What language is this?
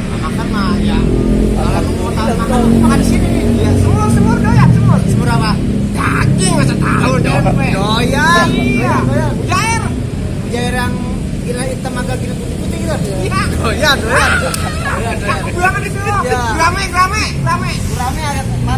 Betawi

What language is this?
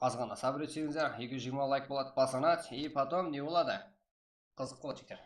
Kara-Kalpak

